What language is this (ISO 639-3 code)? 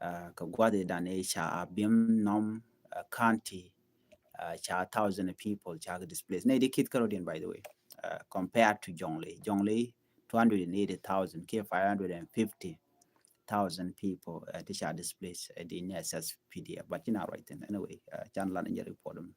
nus